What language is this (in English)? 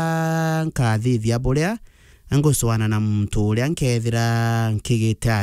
Meru